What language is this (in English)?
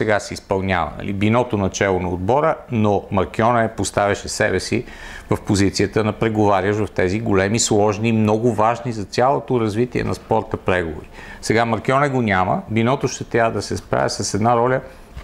Bulgarian